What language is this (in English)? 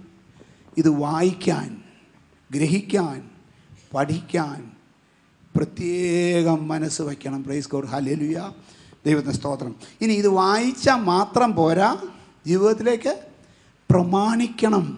Malayalam